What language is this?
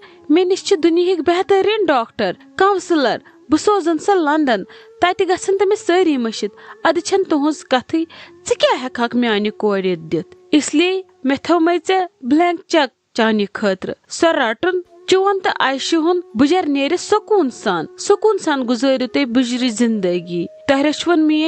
Kashmiri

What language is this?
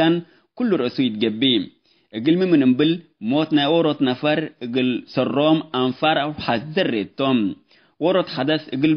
Tigre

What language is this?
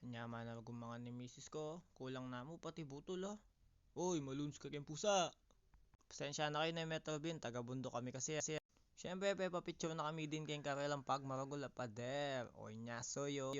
Pampanga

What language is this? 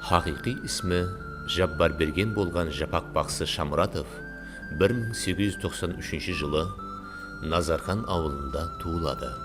Kara-Kalpak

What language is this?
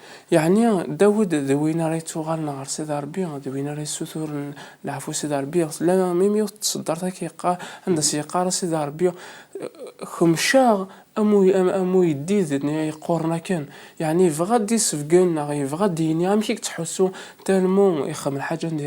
Kabyle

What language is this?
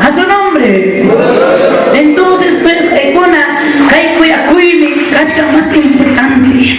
Ayacucho Quechua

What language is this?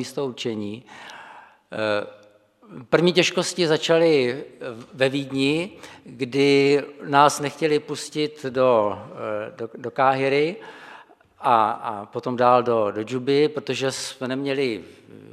Czech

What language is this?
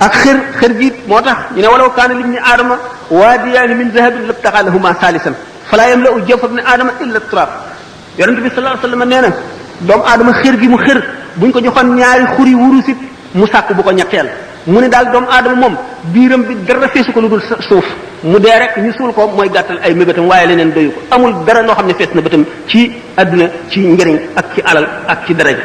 Wolof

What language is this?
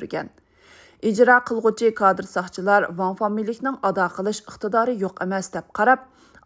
Uyghur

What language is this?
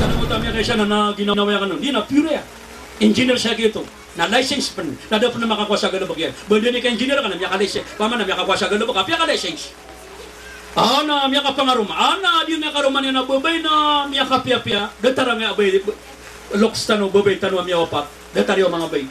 Maranao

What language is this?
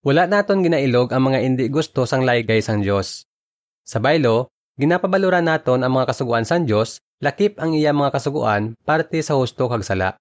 Hiligaynon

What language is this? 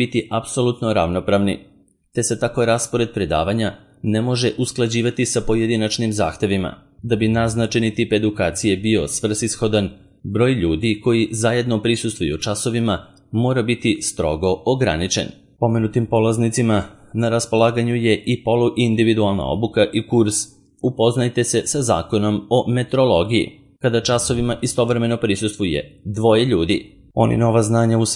Serbian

